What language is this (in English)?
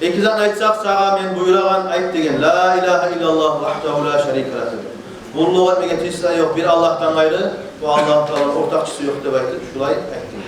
Kumyk